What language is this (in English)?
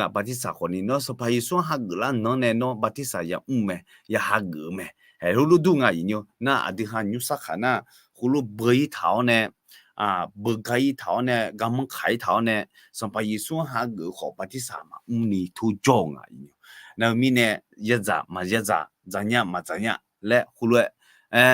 Akha